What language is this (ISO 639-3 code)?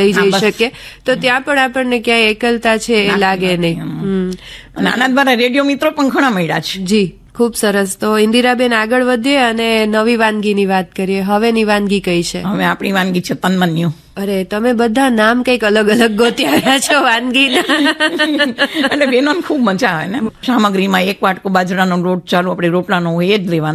guj